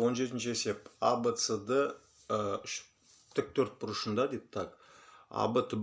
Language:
Kazakh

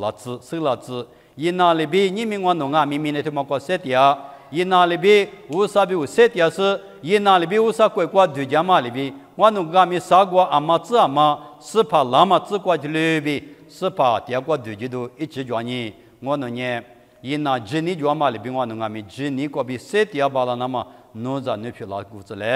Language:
Lisu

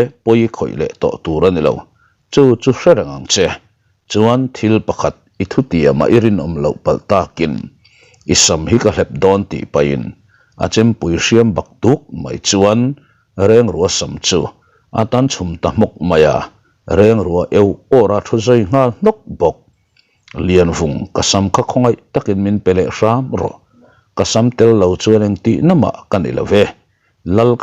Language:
Mizo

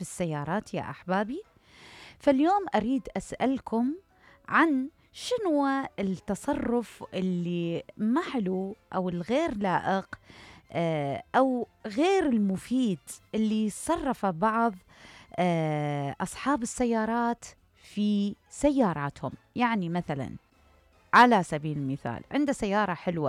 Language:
Mesopotamian Arabic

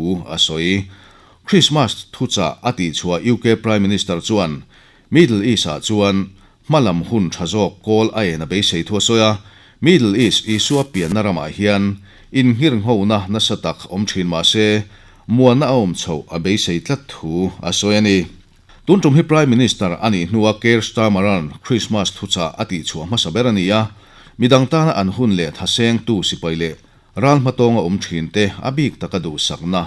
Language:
Mizo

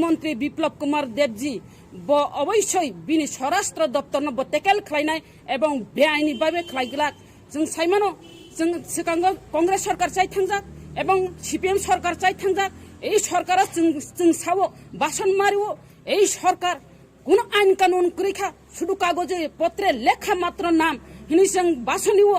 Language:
Kok Borok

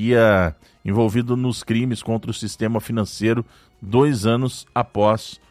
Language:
Portuguese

